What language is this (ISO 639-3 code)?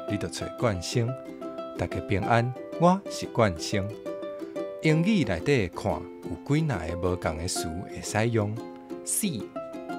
nan